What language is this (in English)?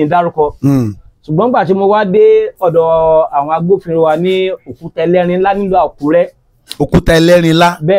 Yoruba